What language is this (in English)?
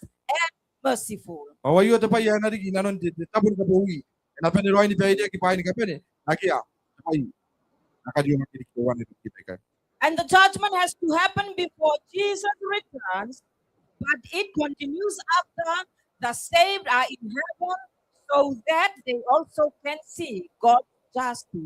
Gilbertese